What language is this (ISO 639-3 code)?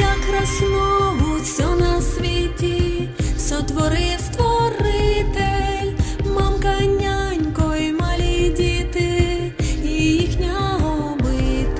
rue